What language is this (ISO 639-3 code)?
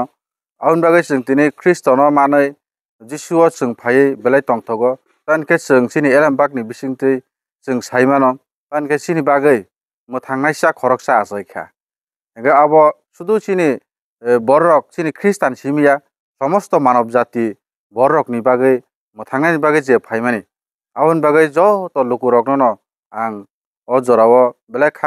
trp